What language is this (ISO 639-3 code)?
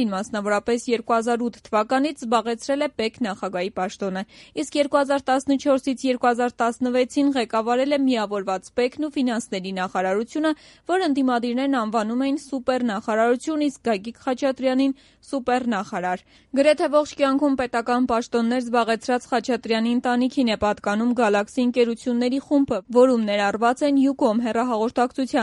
hye